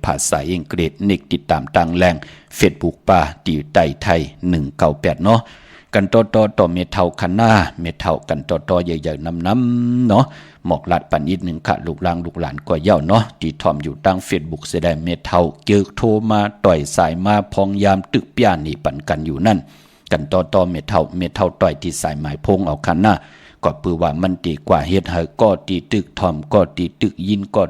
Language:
Shan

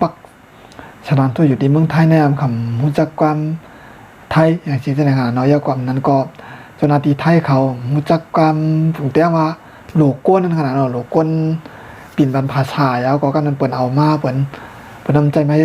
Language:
Shan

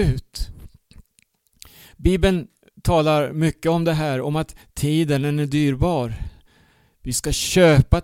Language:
Swedish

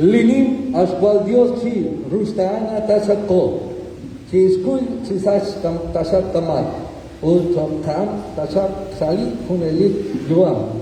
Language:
Kekchí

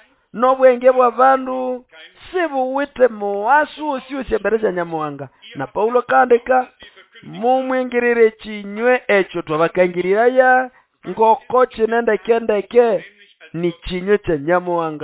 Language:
Nande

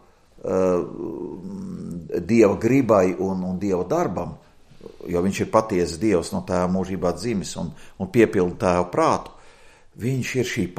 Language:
Latvian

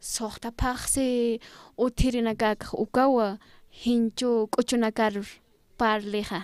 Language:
Aymara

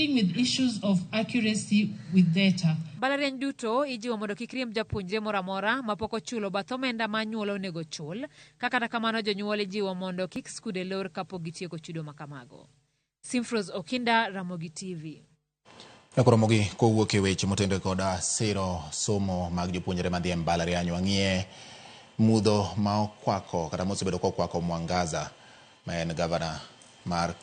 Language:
Luo (Kenya and Tanzania)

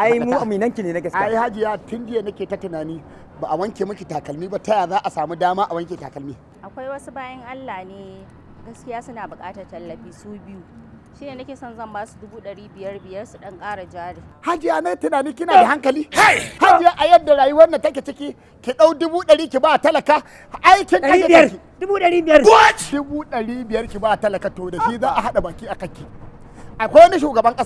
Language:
Hausa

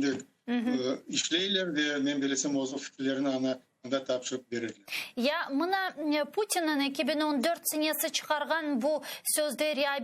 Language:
Crimean Tatar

